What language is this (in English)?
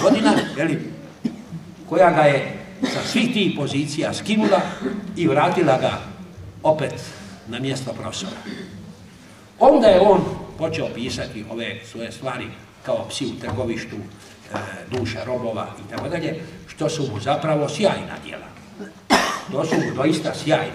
Croatian